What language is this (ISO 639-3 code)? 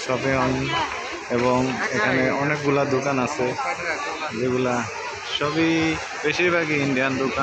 ben